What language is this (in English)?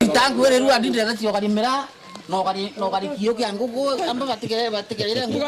Meru